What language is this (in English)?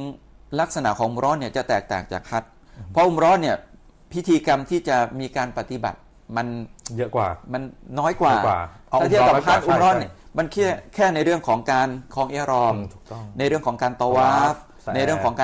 Thai